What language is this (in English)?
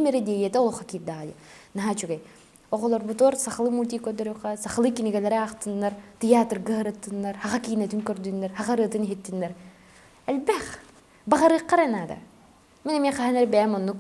Yakut